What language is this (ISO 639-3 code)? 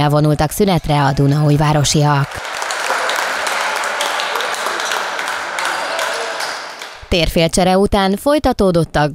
hun